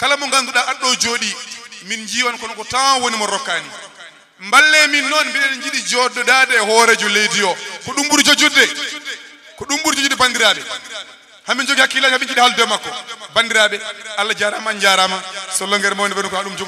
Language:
Fula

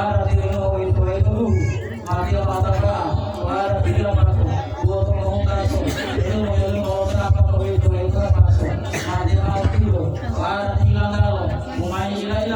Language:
Gorontalo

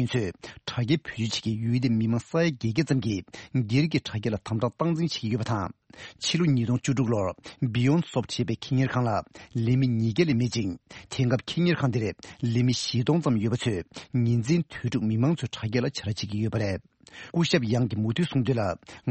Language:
Tibetan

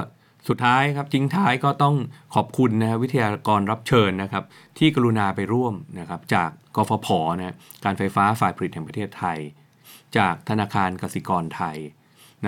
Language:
Thai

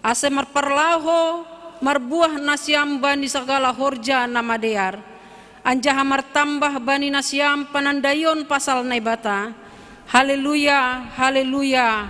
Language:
Batak Simalungun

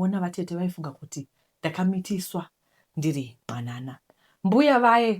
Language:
Shona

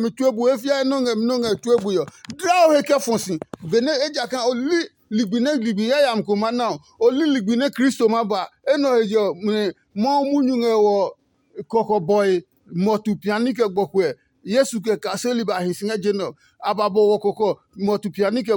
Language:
Adangme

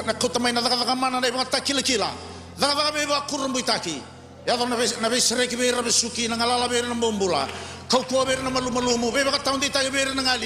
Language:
Fijian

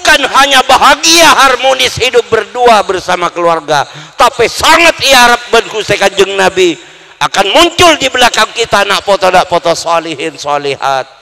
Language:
Madurese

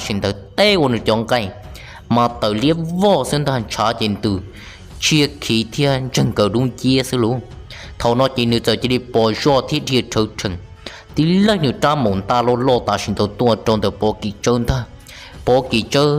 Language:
Hmong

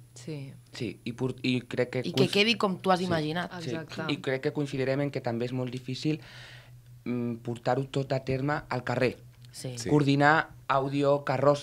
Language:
Catalan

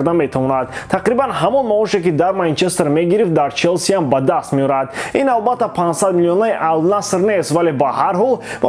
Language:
Tajik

